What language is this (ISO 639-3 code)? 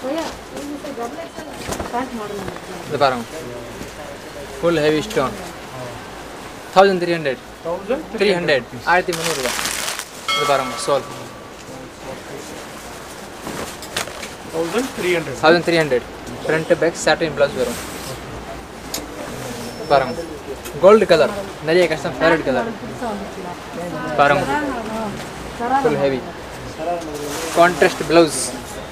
tam